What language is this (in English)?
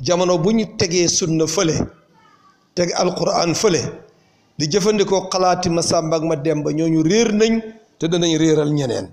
Wolof